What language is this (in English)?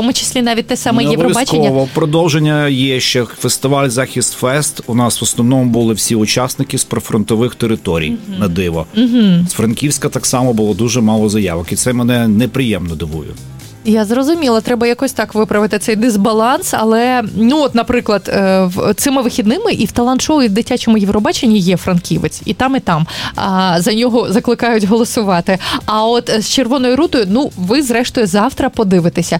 Ukrainian